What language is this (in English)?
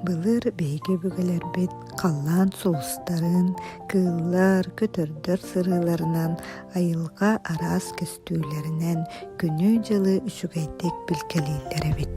Yakut